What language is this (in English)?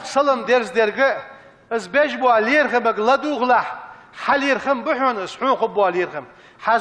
Ingush